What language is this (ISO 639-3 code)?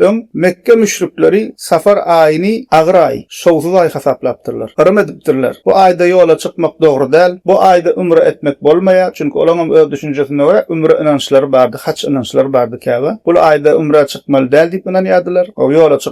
tuk